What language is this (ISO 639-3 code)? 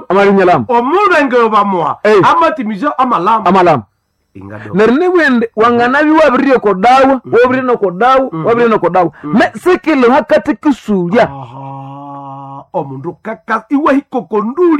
nnb